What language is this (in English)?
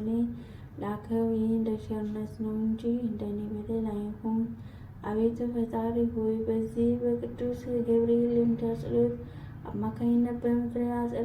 Amharic